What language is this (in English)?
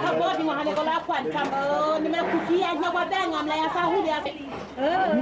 Dehu